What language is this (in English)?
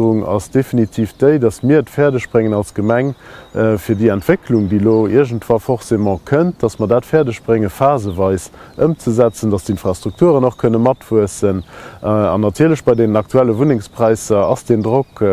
Luxembourgish